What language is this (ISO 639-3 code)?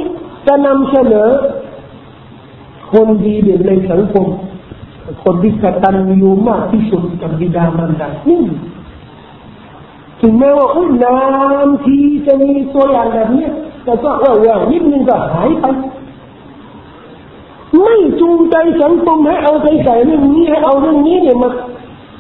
tha